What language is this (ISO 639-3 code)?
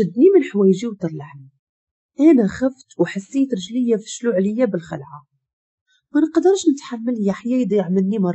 ary